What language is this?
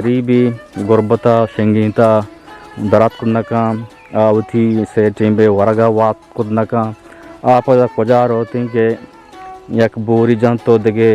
Baluchi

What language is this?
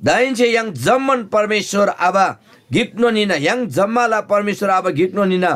Eastern Tamang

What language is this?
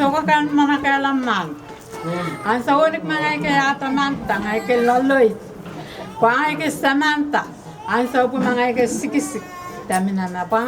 Pohnpeian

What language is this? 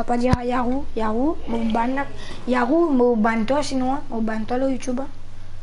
Morisyen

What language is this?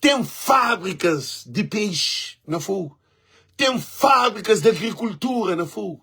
Kabuverdianu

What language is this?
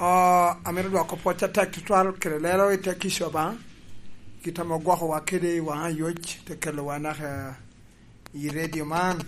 Lango (Uganda)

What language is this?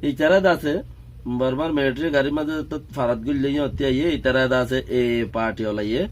Rohingya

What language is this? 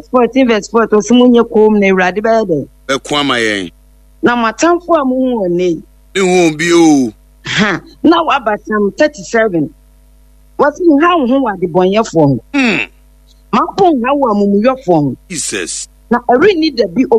Akan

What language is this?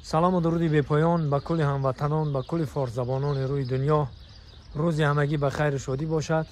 Tajik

